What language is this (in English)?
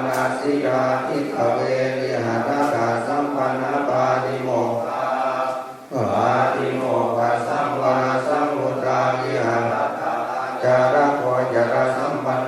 Pali